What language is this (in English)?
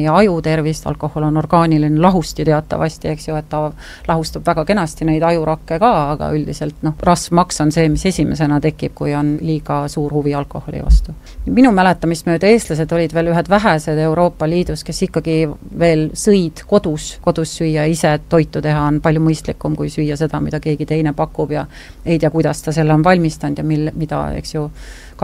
Estonian